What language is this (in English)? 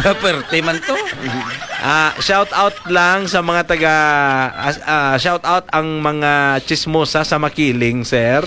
Hiligaynon